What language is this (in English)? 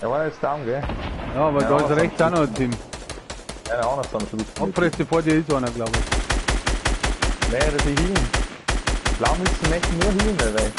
Bavarian